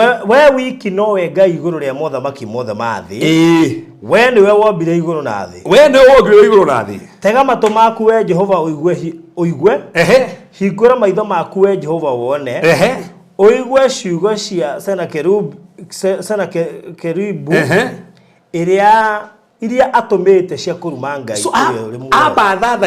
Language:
Kikuyu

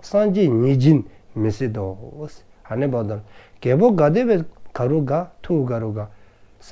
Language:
Dzongkha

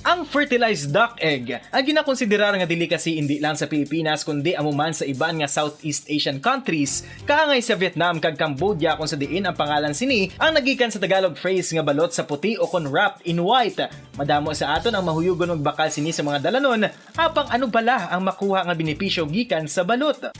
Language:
Hiligaynon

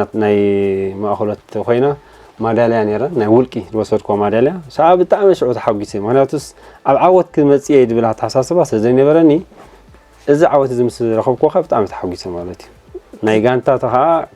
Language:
Tigrinya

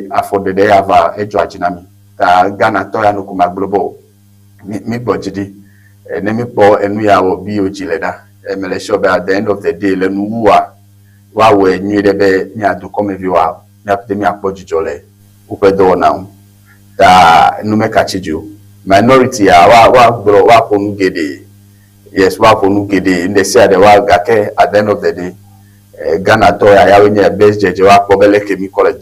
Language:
Ewe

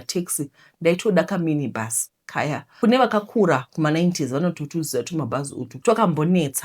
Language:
Shona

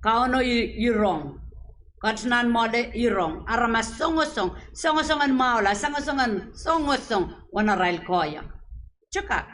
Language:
Pohnpeian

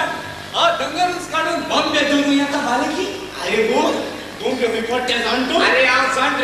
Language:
Konkani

